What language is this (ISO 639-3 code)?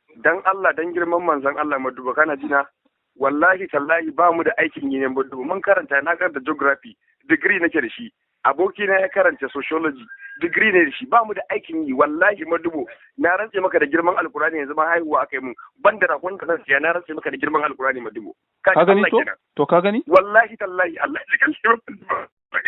hau